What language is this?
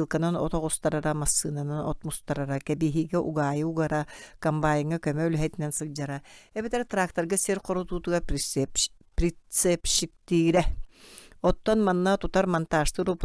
Yakut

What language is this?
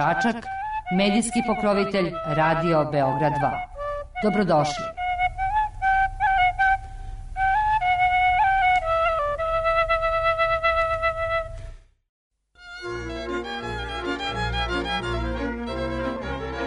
Serbian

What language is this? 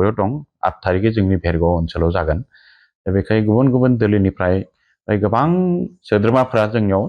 Bodo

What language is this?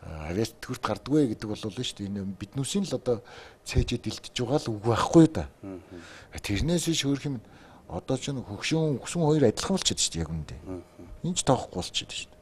Mongolian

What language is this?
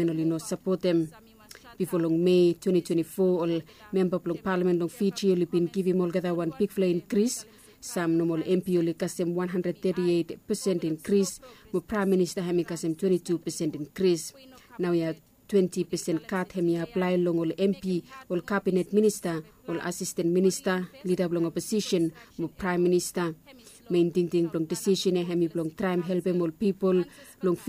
Bislama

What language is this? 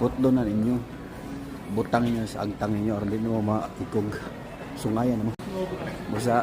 Cebuano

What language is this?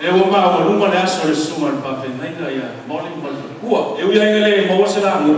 Samoan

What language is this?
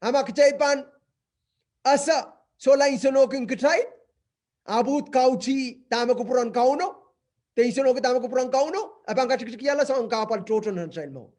Pohnpeian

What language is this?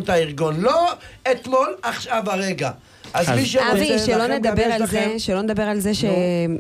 Hebrew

